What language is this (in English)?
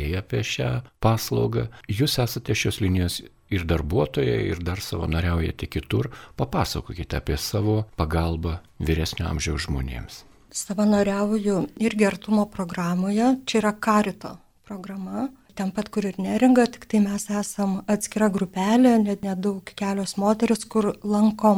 Lithuanian